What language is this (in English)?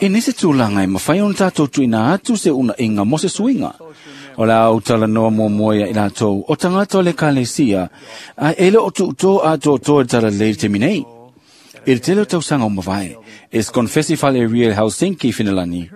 Samoan